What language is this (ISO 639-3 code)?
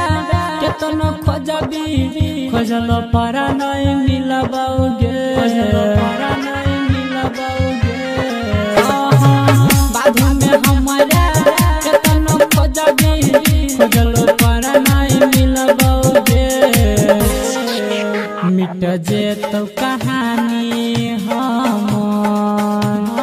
bho